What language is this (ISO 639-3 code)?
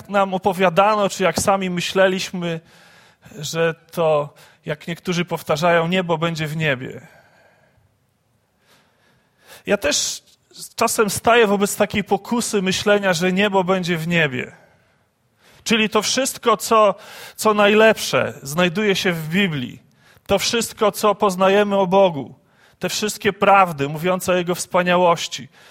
pol